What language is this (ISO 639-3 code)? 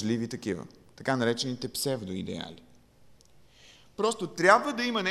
bul